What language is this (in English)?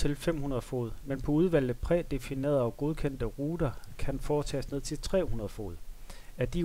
Danish